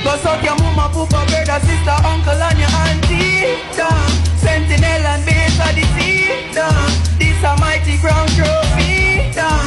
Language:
Jamaican Creole English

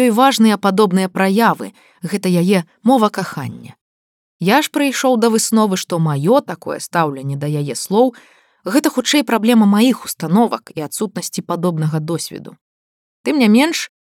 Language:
Belarusian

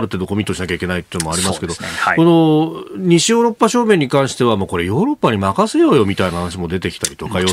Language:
Japanese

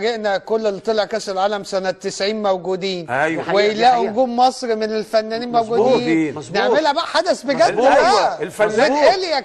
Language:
Egyptian Arabic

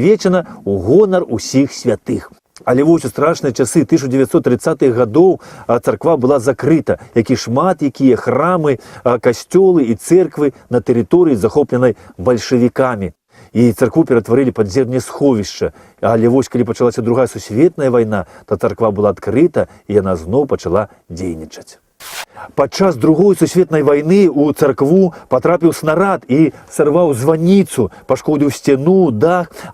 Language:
Belarusian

